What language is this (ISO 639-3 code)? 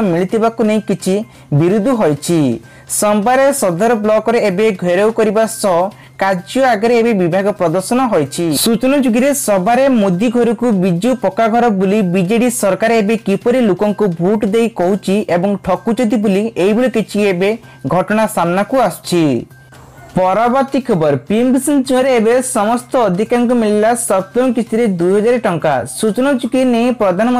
ori